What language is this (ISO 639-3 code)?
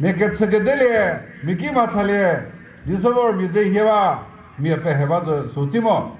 nri